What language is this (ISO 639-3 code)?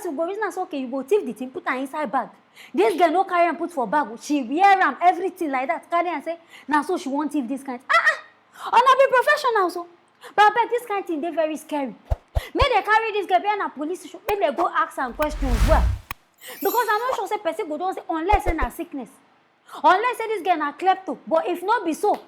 pcm